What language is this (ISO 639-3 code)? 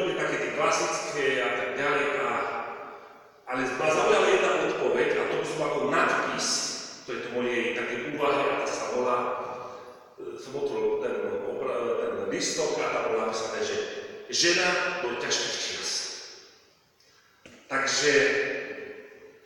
slk